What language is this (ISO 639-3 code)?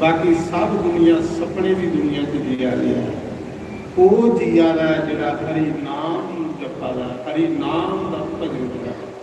doi